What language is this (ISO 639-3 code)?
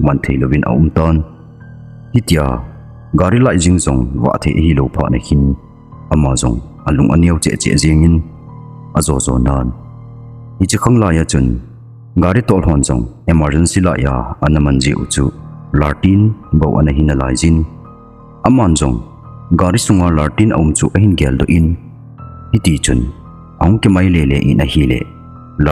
tcz